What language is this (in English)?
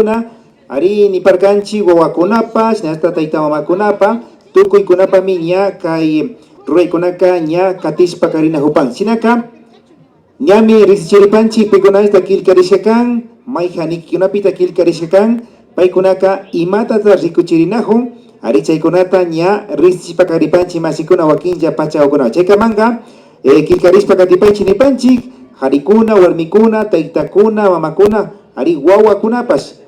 Imbabura Highland Quichua